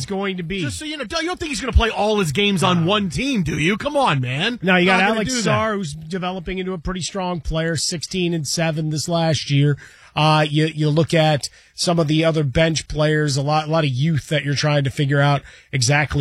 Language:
English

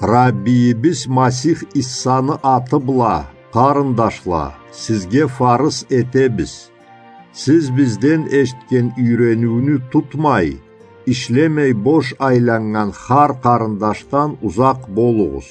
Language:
Karachay-Balkar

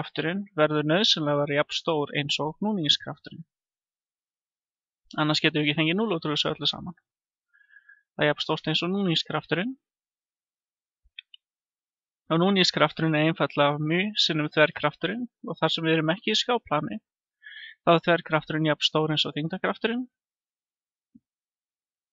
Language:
Icelandic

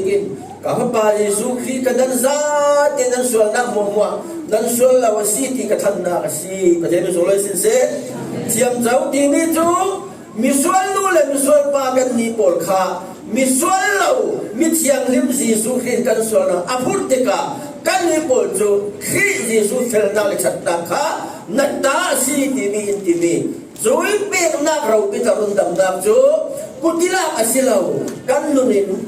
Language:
Falam Chin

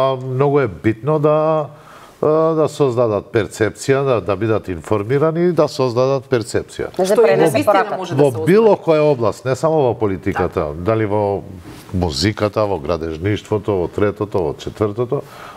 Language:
Macedonian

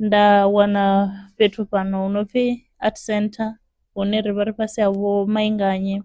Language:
Venda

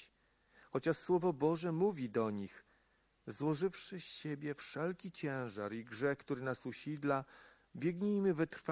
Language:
Polish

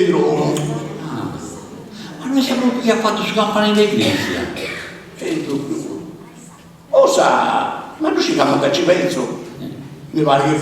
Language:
Sardinian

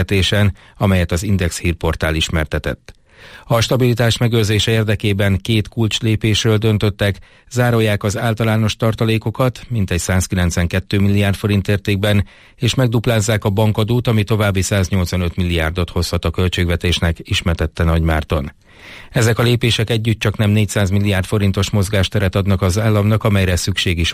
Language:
Hungarian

